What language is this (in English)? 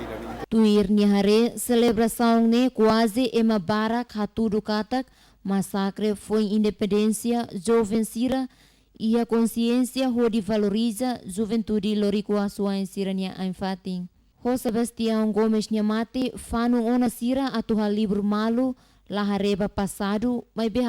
Tetum